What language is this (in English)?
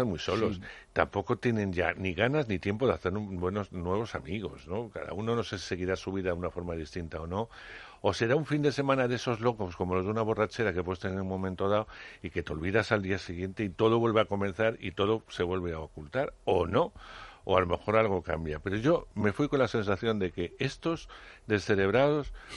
Spanish